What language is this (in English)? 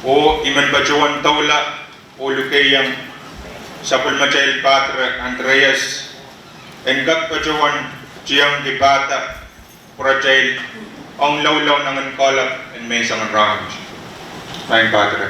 Pohnpeian